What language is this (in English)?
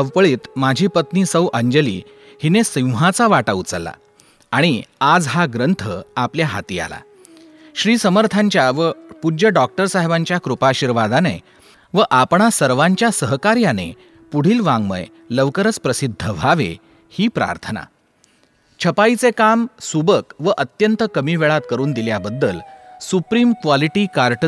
Marathi